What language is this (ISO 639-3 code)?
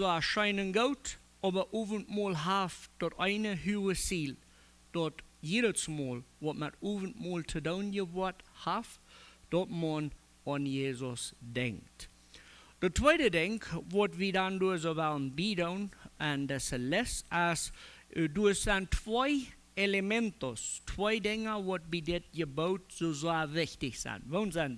pdt